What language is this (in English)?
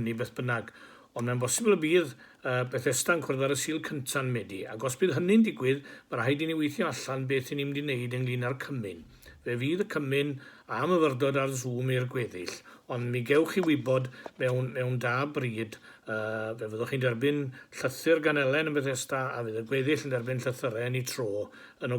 Welsh